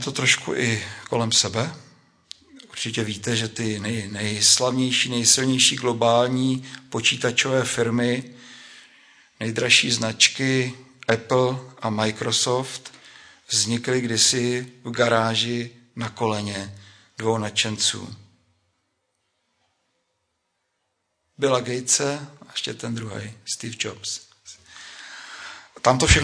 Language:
Czech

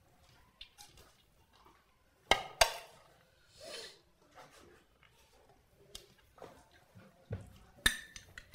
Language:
Bangla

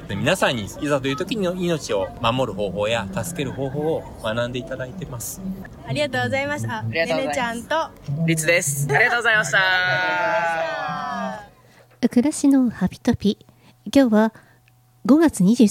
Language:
Japanese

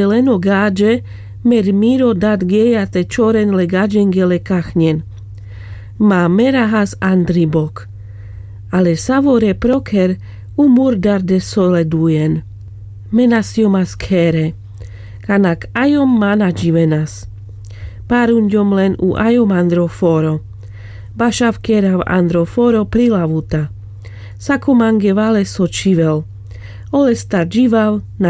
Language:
Carpathian Romani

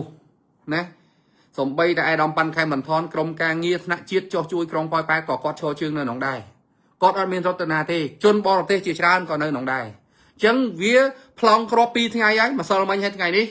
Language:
Khmer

